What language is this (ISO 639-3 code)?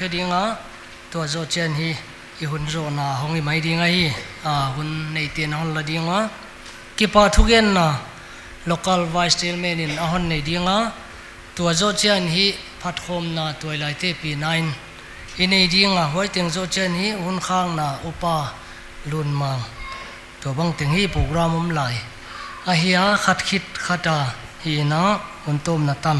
pck